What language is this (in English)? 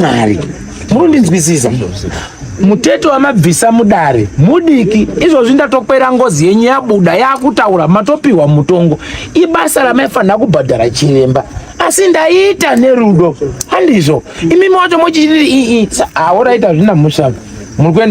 Shona